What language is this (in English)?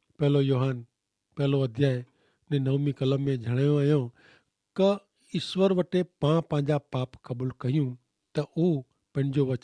Kachhi